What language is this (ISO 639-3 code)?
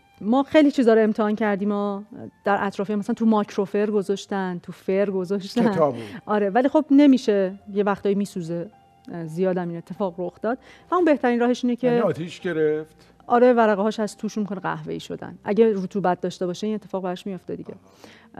fas